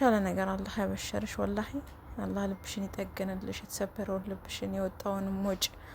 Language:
Amharic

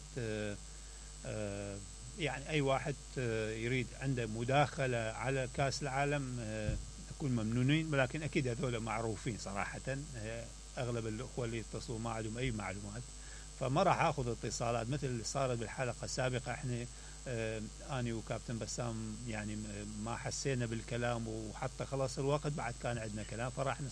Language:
Mesopotamian Arabic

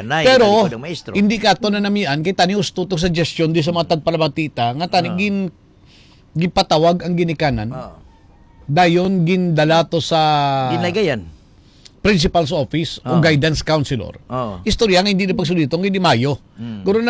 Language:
Hiligaynon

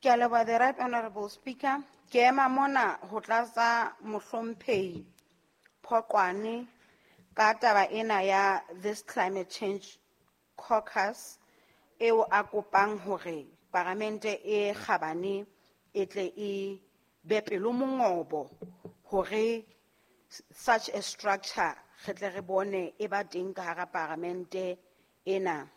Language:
Southern Sotho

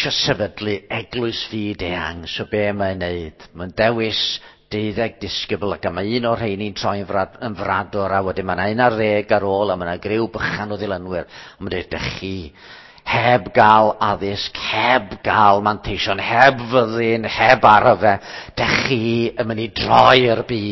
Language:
Welsh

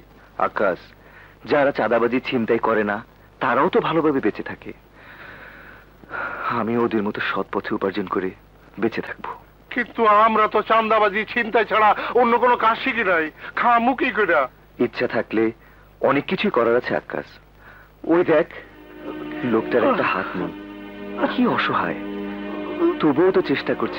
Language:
Bangla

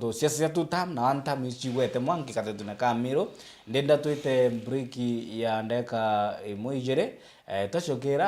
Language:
Meru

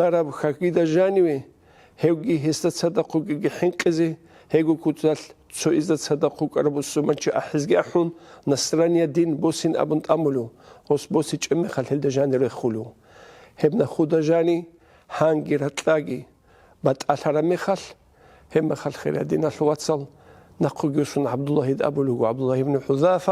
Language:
Avaric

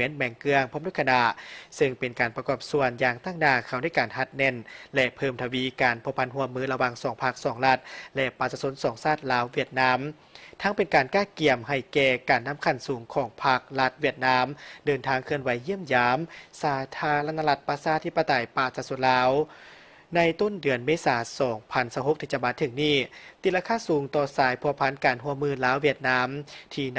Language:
Lao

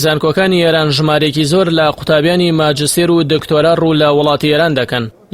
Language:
Central Kurdish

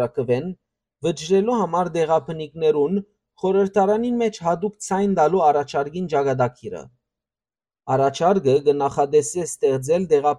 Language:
Western Armenian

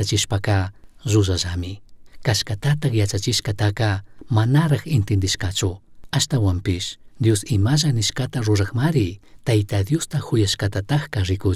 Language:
Chimborazo Highland Quichua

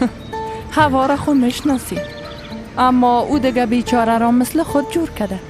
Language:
Persian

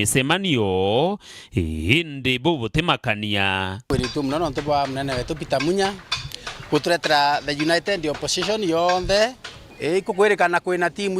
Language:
Meru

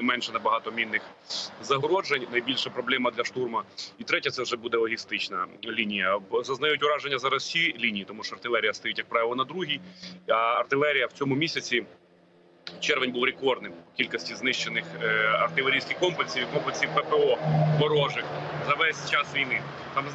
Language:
Ukrainian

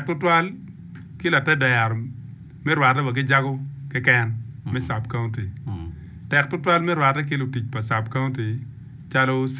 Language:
Acoli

